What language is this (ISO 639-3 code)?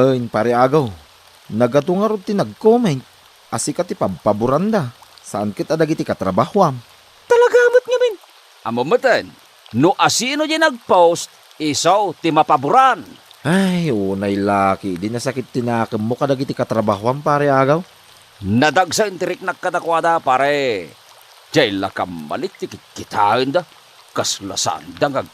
ilo